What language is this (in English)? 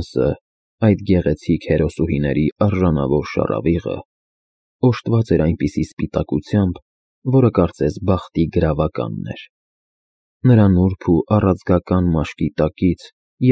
Armenian